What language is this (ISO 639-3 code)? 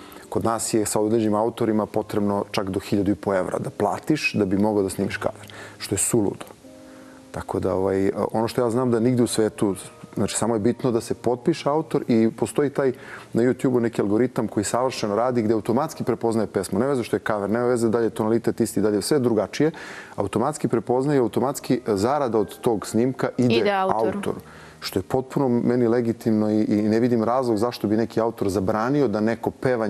srp